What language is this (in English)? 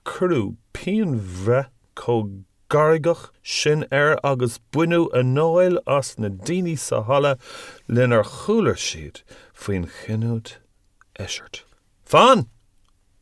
Irish